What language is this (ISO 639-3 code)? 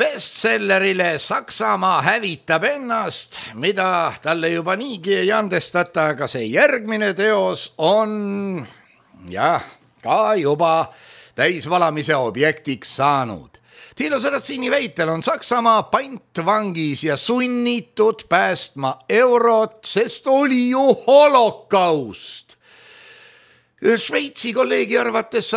est